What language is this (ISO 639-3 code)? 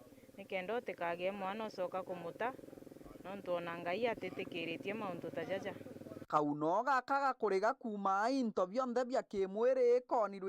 mer